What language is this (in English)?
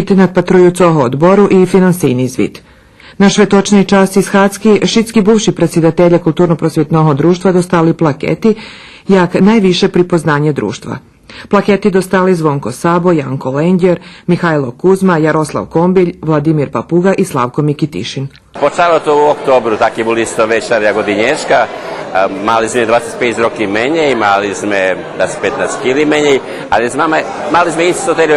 Rusyn